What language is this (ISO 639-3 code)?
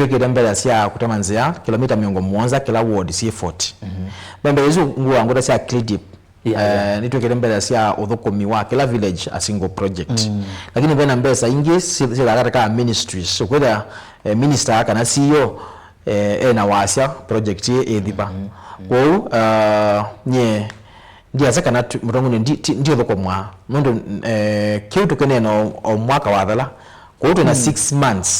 kam